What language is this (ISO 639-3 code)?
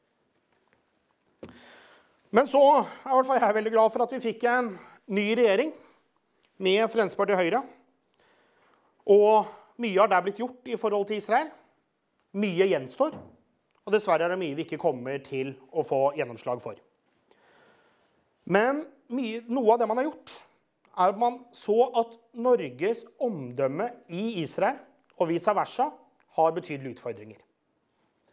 nor